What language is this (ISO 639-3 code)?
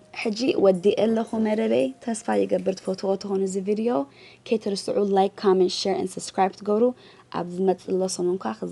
tir